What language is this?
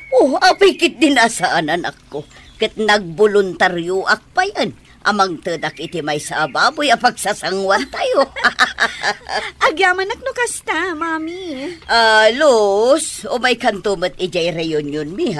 Iloko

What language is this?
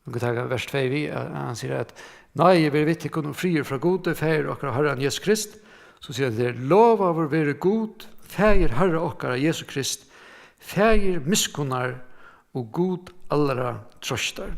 Faroese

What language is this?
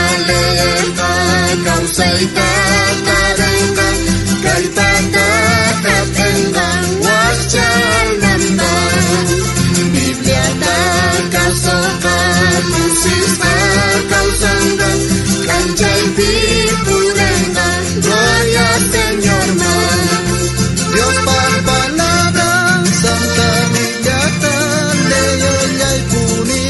South Bolivian Quechua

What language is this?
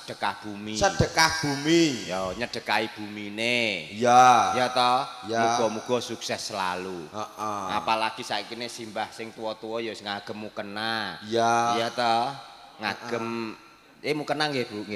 Javanese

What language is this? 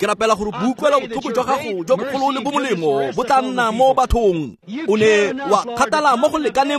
Tswana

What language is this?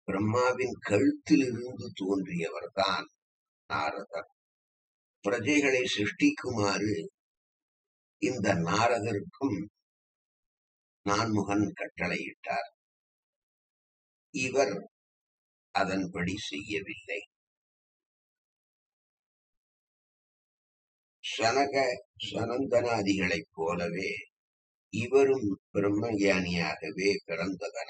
Tamil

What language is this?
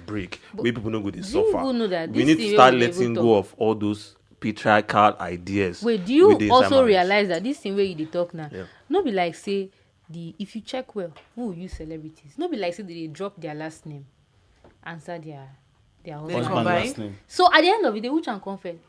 Nigerian Pidgin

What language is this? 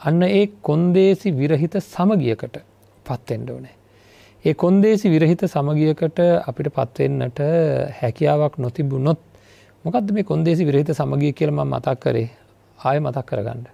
Sinhala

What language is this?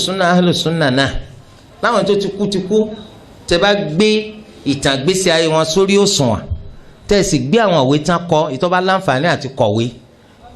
Yoruba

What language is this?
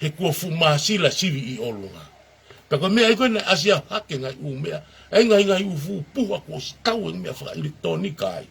Tongan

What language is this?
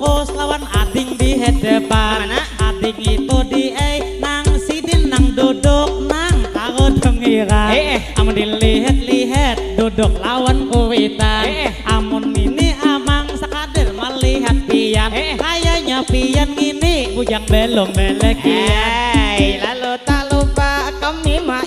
Banjar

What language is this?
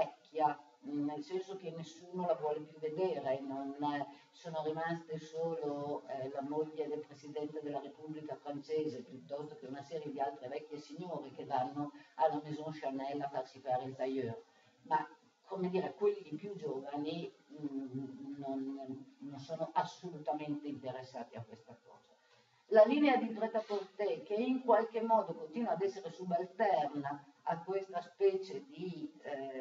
Italian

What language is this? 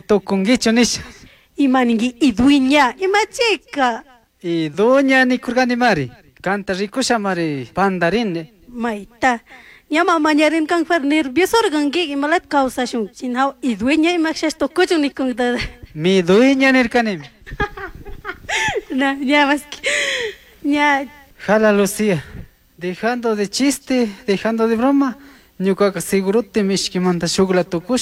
Chimborazo Highland Quichua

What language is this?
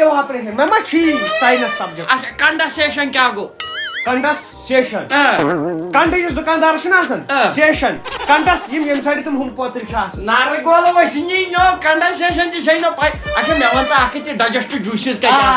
Kashmiri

